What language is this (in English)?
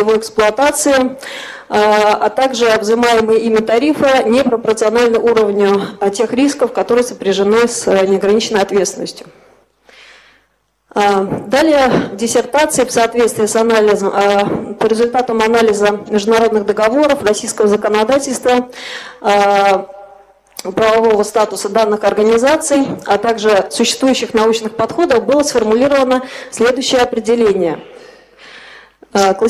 Russian